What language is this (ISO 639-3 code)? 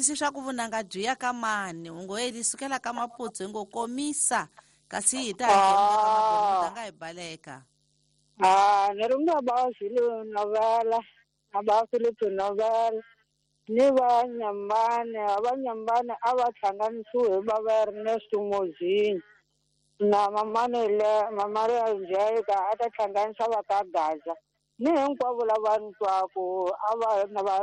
tso